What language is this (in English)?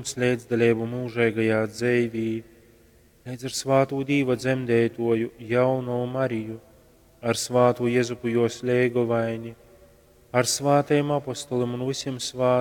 Latgalian